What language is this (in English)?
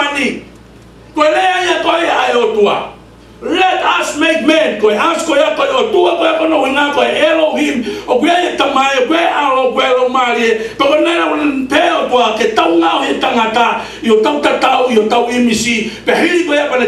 Tongan